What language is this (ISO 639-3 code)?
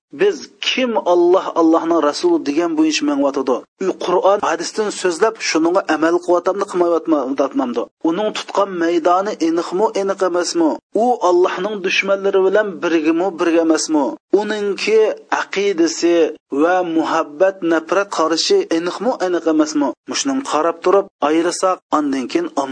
uig